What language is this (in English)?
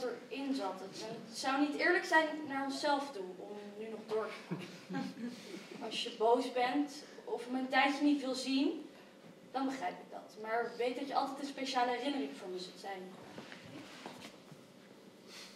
Dutch